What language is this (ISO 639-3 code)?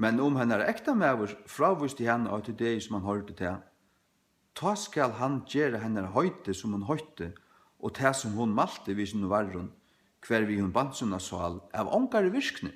fao